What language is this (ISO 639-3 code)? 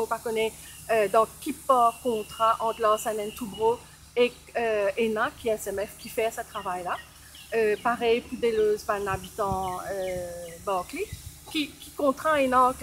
mfe